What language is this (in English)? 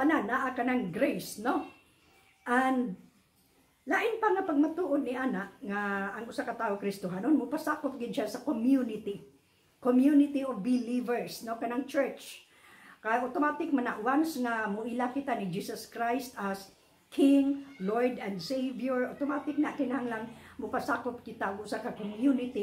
Cebuano